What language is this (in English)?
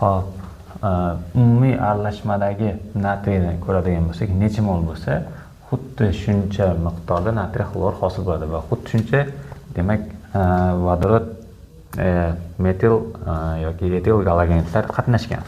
Uzbek